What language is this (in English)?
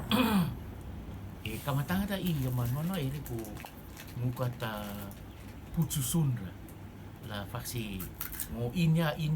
Rotuman